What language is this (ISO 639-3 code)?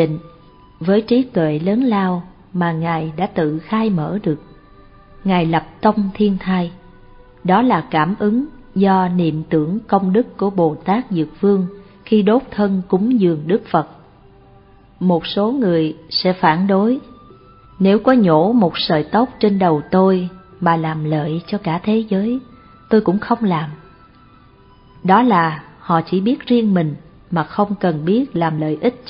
vie